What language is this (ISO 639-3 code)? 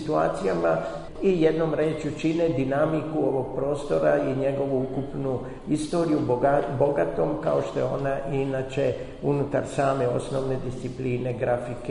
srp